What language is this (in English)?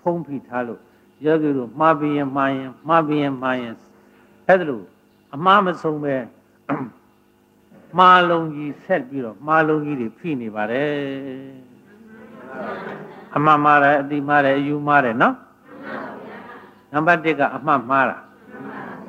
Burmese